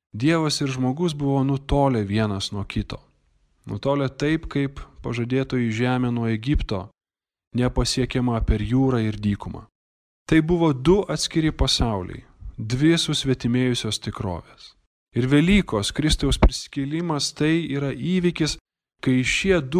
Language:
Lithuanian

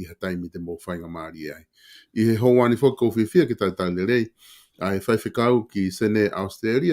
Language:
Tongan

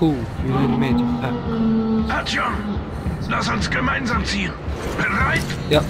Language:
Swiss German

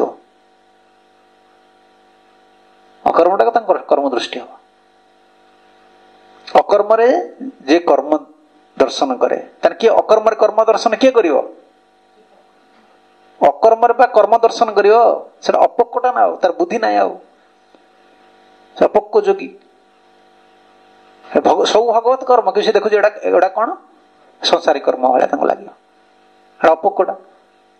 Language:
Odia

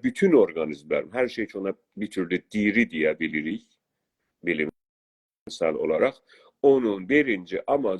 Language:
South Azerbaijani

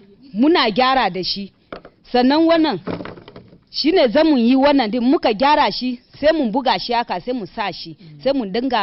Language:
Hausa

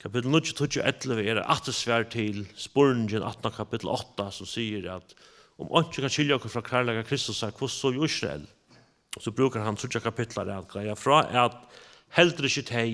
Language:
Faroese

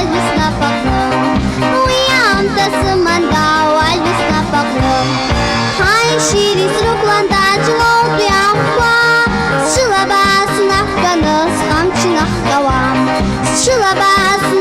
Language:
Abkhazian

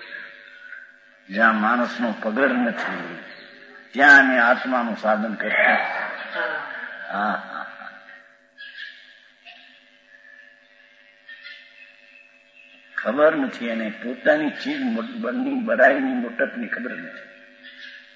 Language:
Gujarati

